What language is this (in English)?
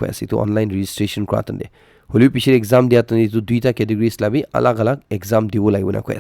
Naga Pidgin